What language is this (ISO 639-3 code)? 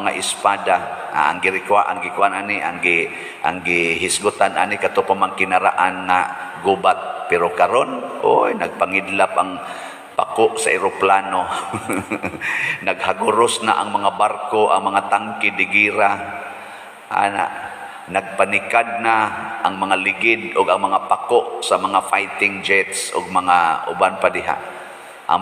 ceb